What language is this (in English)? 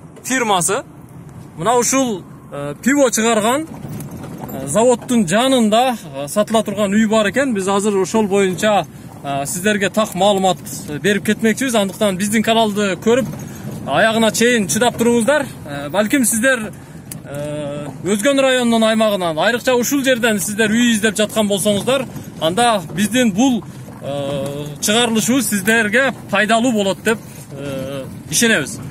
Kyrgyz